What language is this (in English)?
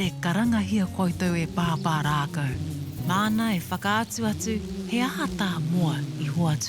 Māori